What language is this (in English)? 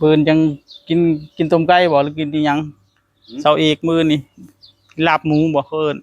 Northeastern Thai